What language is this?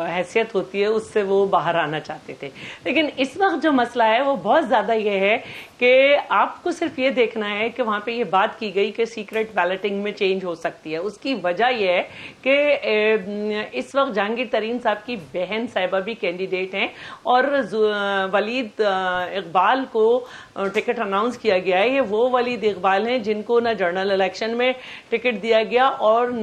Urdu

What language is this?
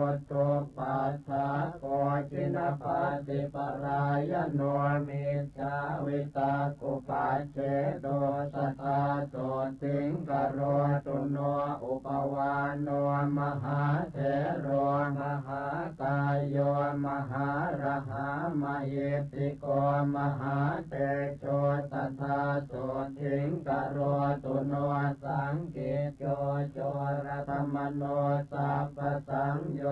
Pali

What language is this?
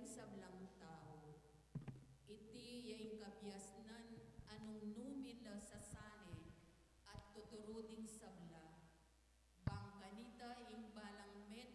Pampanga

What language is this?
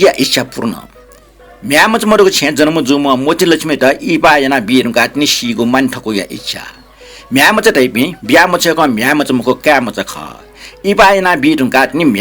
Newari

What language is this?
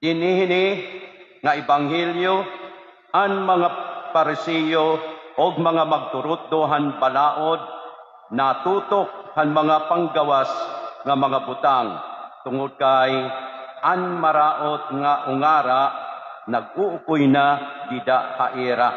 Waray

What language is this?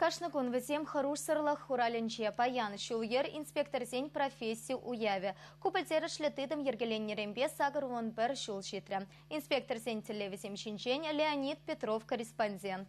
Chuvash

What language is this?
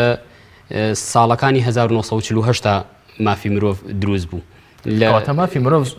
Central Kurdish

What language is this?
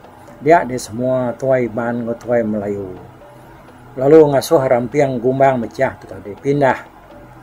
Iban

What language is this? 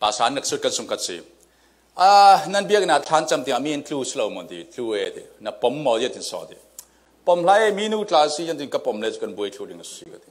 Falam Chin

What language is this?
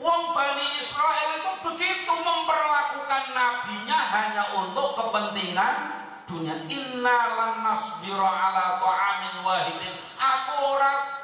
Javanese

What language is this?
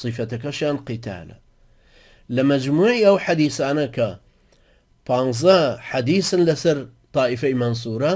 Central Kurdish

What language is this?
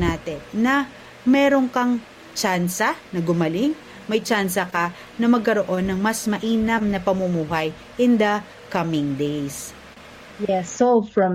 Filipino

